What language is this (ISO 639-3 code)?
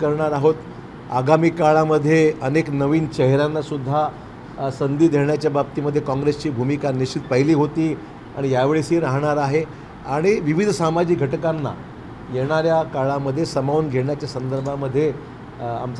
mar